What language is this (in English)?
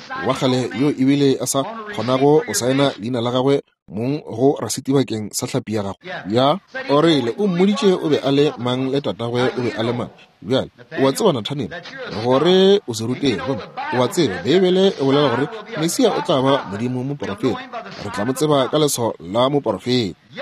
Northern Sotho